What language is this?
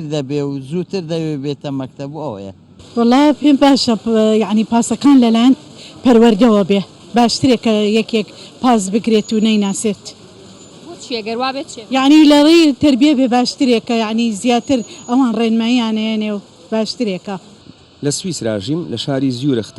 Central Kurdish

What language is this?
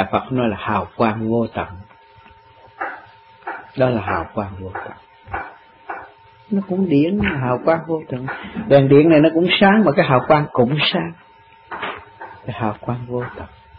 Vietnamese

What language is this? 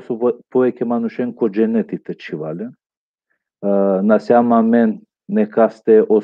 Balkan Romani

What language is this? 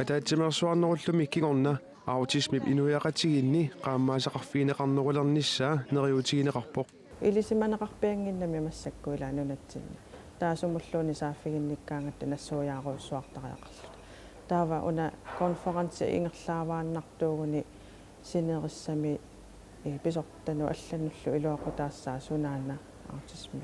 Kalaallisut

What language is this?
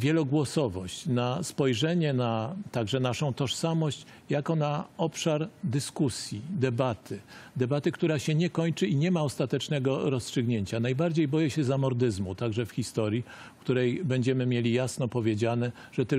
Polish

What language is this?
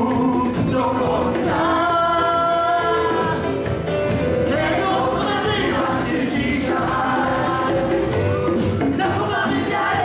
Polish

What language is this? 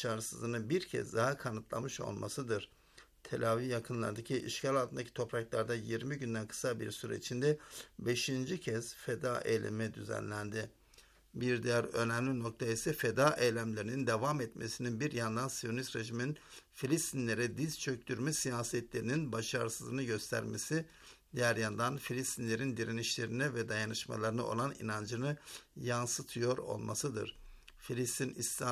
Turkish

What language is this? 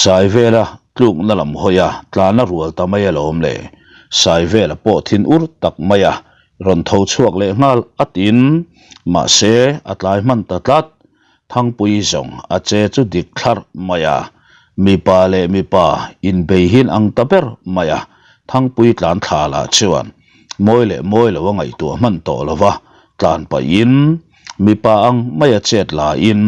Mizo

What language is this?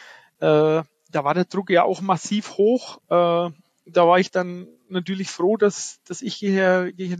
German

